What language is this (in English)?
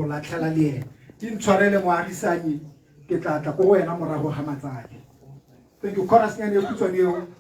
Tswana